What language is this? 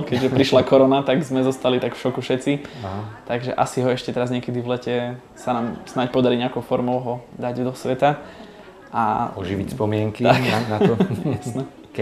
Slovak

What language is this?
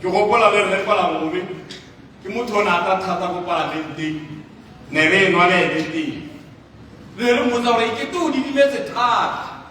Tswana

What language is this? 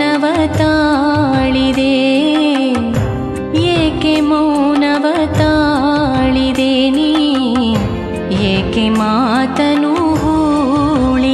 Kannada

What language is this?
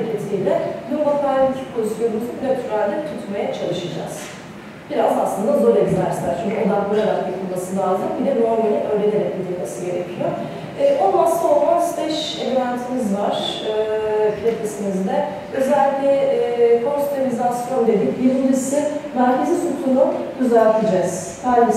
Turkish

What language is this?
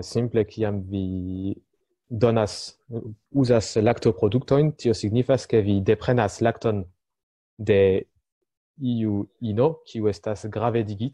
Esperanto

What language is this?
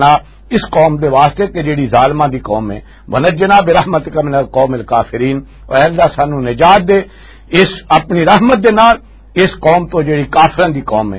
Western Panjabi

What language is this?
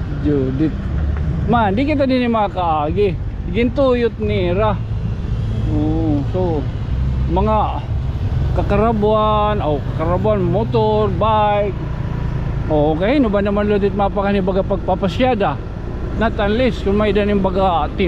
Waray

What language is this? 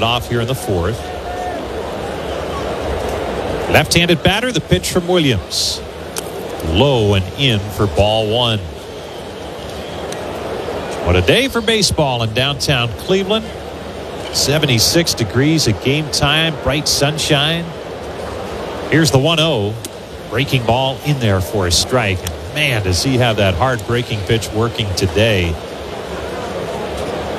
English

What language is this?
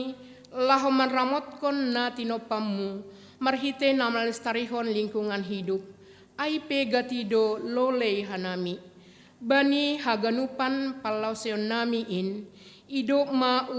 Batak Simalungun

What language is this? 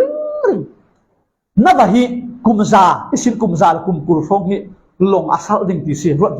Falam Chin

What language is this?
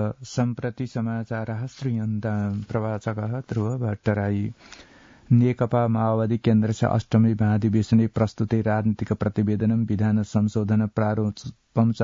Sanskrit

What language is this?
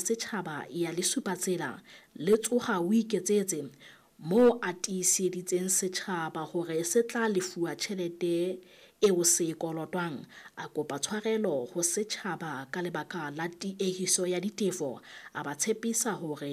Southern Sotho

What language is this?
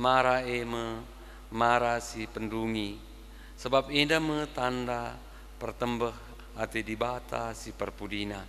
Batak Karo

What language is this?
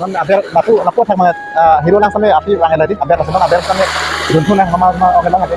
Karbi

